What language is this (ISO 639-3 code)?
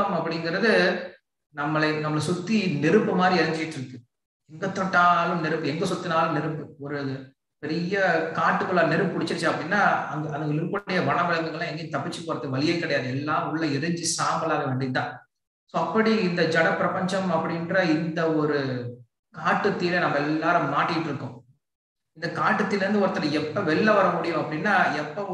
tam